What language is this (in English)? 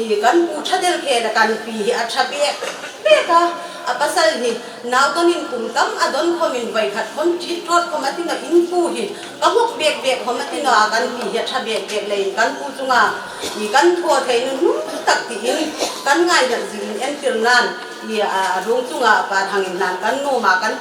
Hmar